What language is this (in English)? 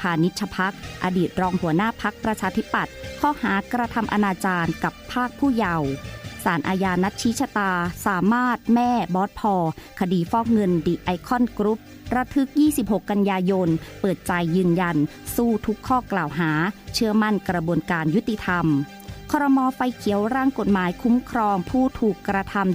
Thai